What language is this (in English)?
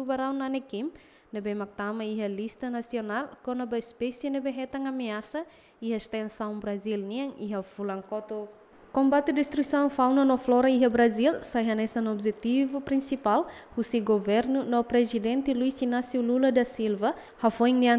Tetum